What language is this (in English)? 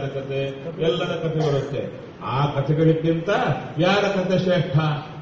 Kannada